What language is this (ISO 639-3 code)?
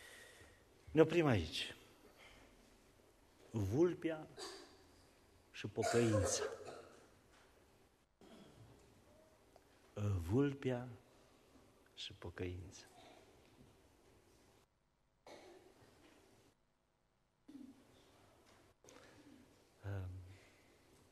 ron